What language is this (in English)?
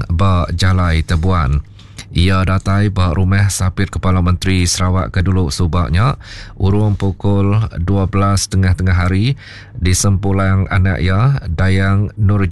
Iban